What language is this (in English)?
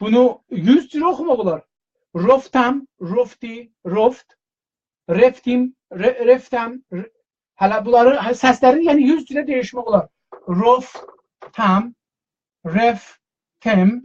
South Azerbaijani